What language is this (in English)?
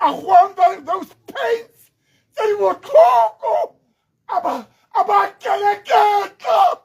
Tswana